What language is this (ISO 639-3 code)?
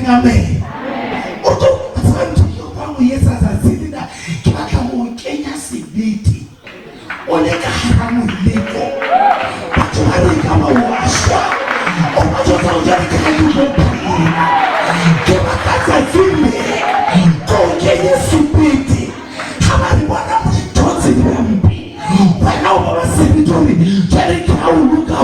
sot